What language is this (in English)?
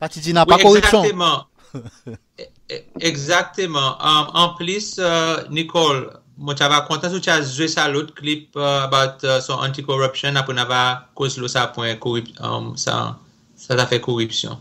Seselwa Creole French